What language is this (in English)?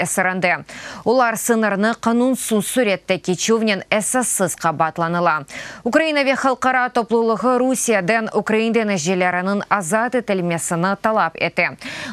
Crimean Tatar